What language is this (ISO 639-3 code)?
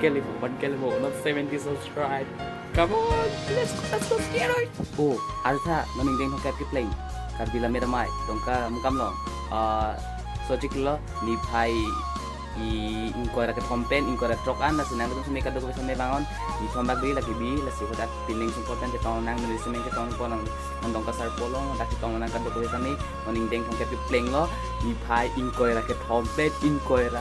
mjw